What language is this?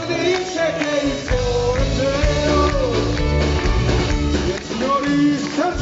Italian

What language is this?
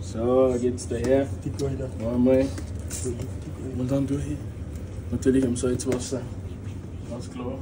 Bavarian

